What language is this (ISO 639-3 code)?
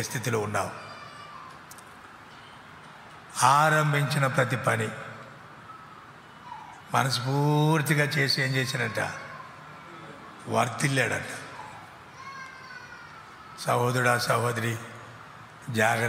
tel